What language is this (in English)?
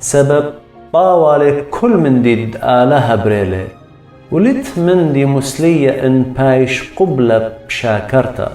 Assyrian Neo-Aramaic